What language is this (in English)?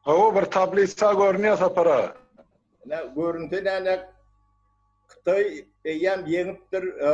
Turkmen